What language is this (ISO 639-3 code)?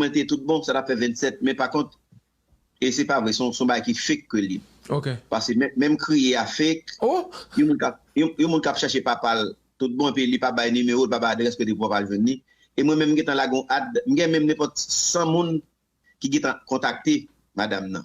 hat